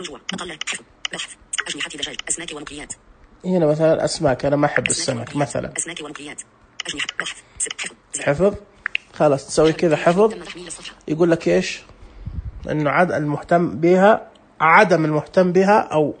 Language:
Najdi Arabic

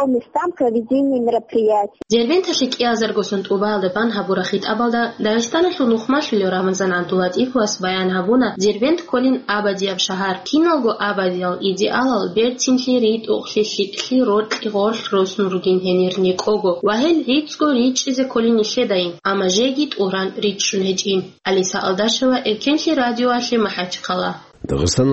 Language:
Avaric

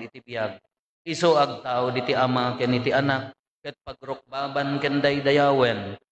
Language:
Iloko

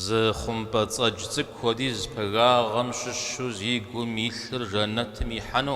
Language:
Kabardian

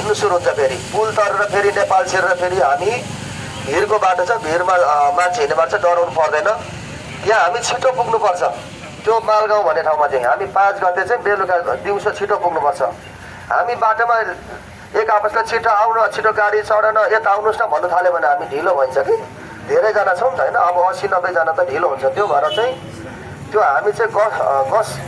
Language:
Nepali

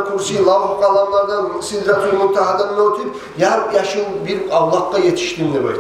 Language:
Kumyk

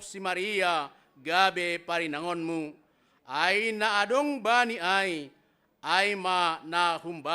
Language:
Batak Simalungun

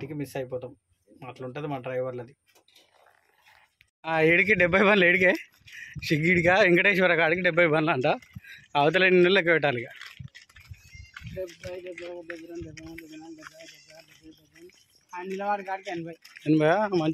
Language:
Telugu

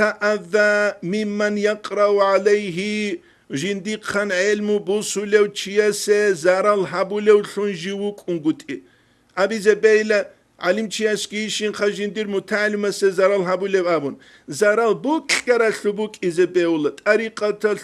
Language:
Avaric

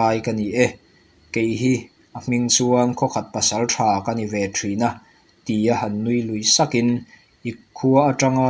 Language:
Mizo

